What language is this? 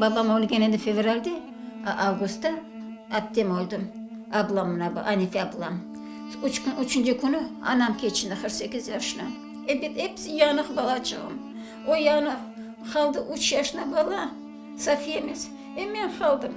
Crimean Tatar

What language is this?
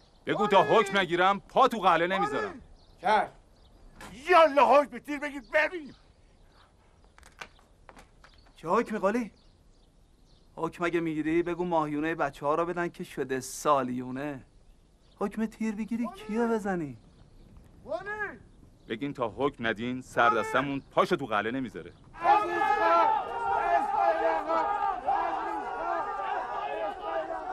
Persian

